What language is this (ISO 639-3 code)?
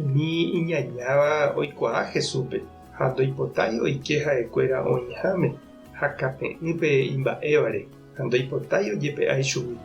grn